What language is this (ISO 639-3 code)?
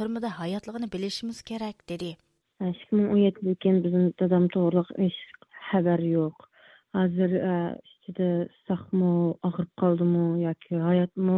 uig